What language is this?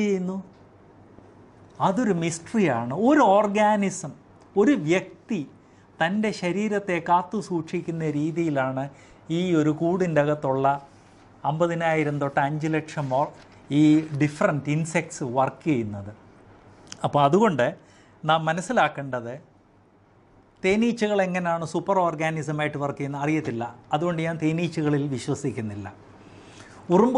Malayalam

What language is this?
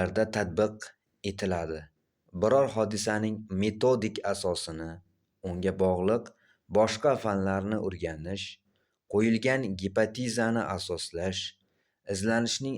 Uzbek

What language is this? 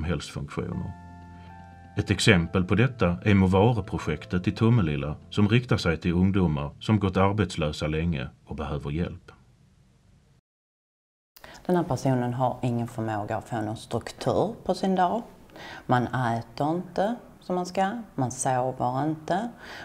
Swedish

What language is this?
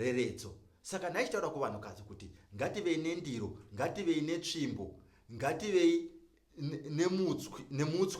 Shona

